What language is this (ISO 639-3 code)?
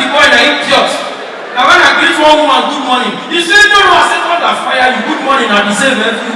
pcm